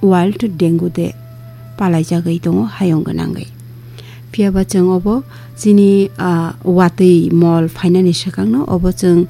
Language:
Kok Borok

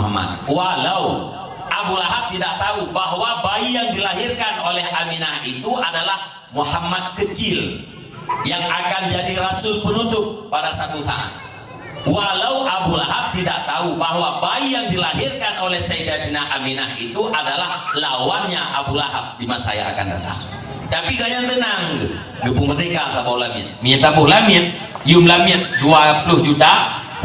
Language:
Achinese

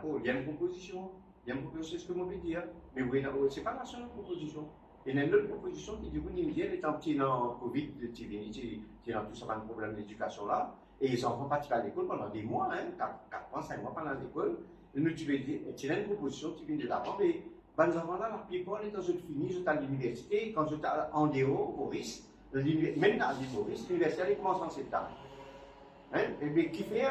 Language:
Morisyen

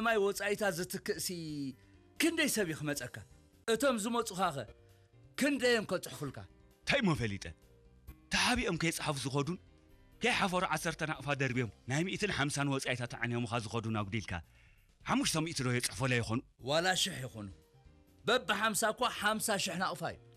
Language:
Tigrinya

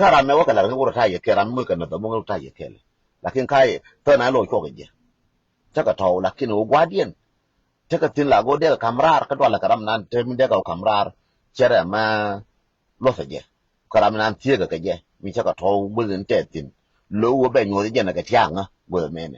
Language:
Nuer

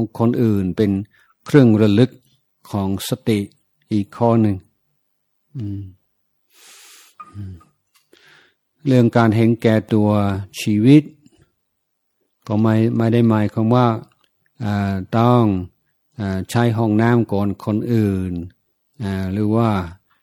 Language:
Thai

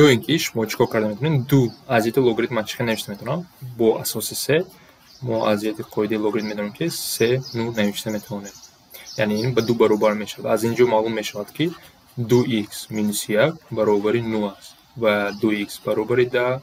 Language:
Tajik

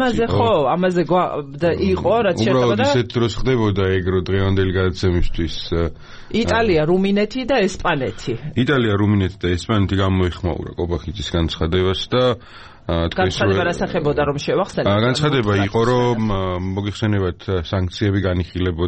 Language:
Georgian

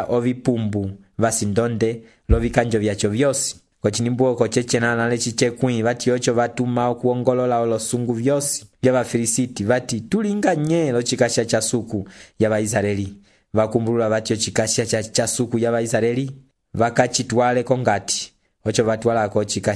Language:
Umbundu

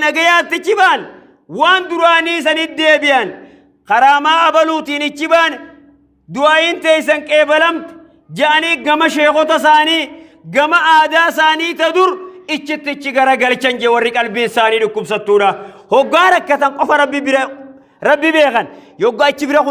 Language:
Oromo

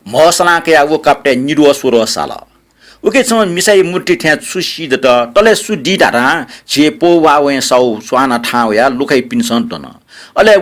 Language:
Newari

